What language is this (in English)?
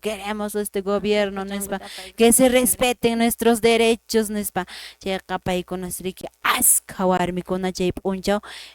Quechua